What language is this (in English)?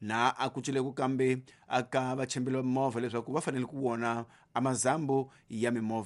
Tsonga